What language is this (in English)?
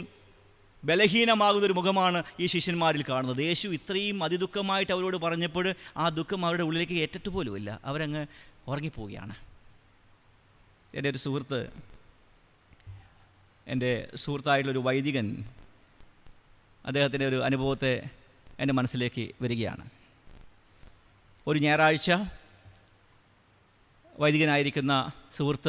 Malayalam